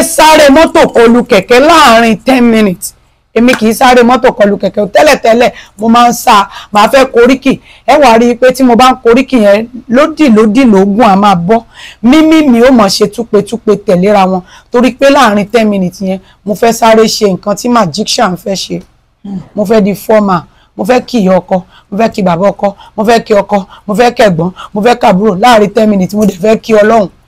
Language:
Yoruba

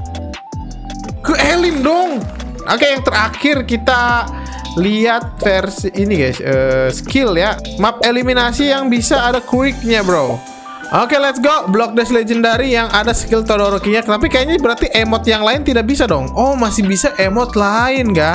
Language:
Indonesian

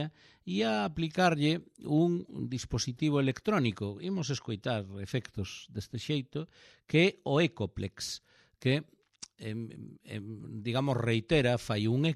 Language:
Galician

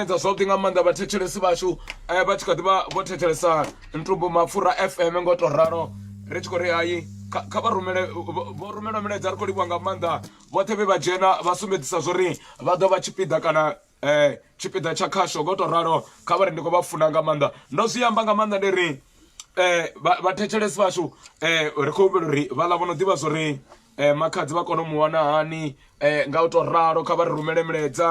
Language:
Venda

